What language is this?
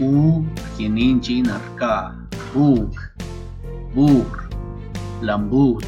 San Pedro Quiatoni Zapotec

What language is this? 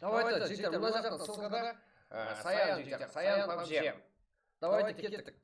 Kara-Kalpak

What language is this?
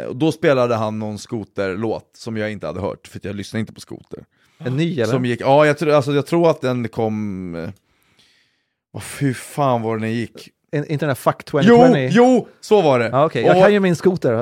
Swedish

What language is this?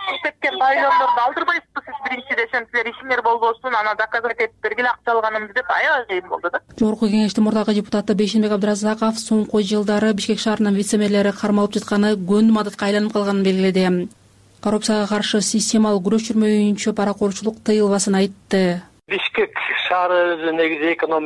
Kyrgyz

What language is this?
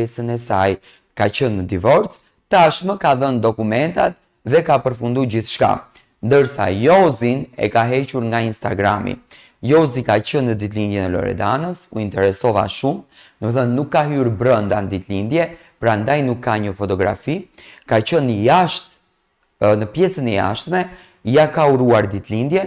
Albanian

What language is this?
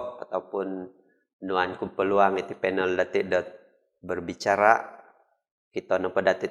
Central Dusun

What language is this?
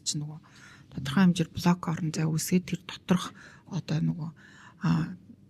Mongolian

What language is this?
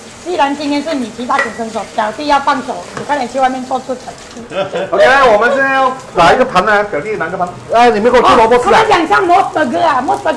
Chinese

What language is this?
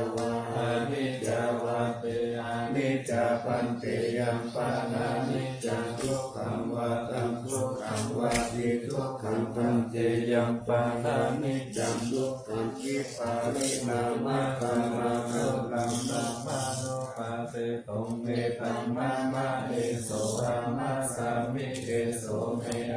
Pali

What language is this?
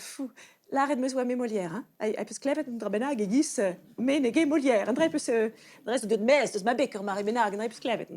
Breton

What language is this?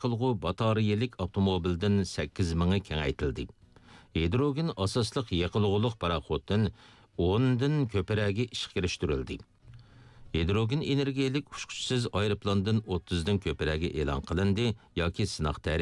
Uyghur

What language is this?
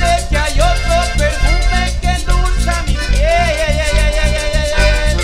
Spanish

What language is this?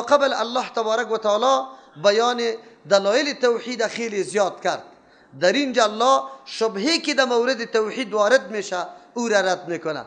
Persian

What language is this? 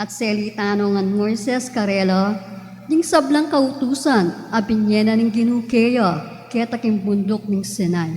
Pampanga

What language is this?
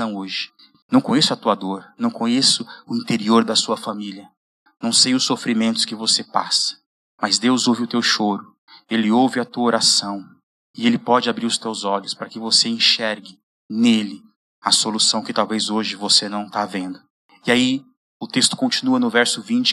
Portuguese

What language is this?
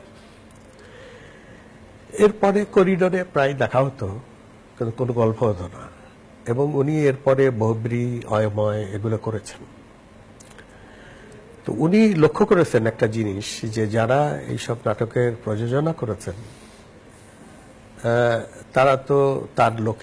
Bangla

